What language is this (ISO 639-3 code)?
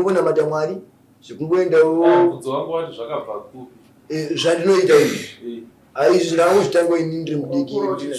sna